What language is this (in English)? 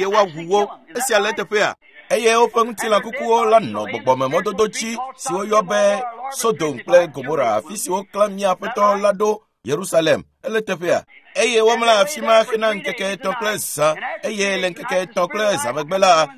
Ewe